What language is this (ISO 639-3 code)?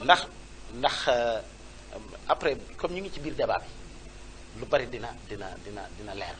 wol